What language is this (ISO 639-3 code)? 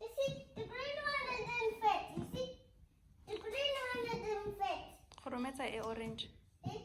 tsn